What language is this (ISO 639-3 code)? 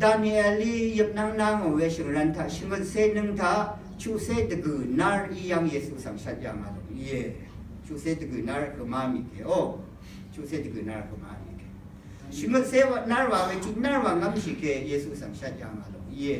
raw